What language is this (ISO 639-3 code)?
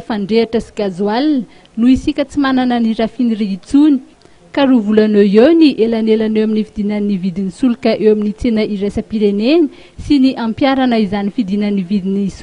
mlg